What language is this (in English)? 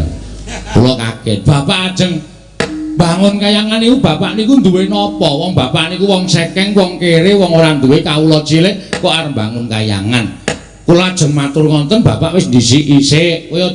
Javanese